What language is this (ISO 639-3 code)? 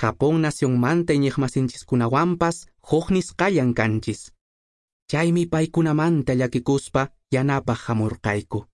que